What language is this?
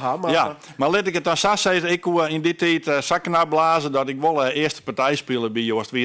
Western Frisian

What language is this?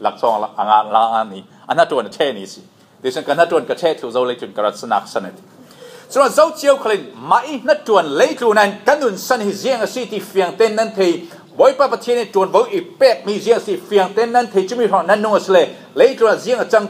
Falam Chin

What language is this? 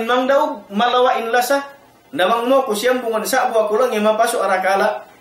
Tausug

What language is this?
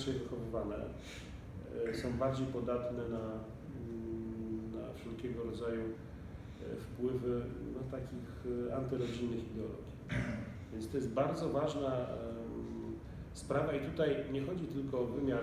Polish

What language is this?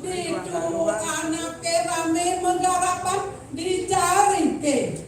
Balinese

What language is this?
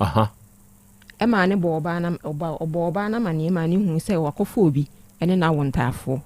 Akan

